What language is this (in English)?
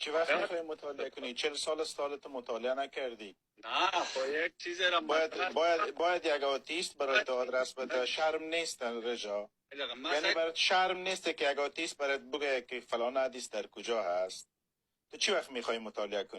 Persian